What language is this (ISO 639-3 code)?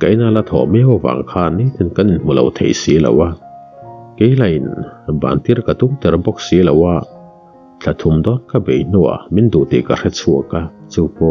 lus